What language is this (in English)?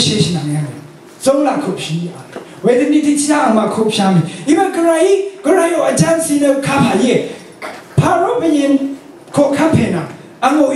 Rawang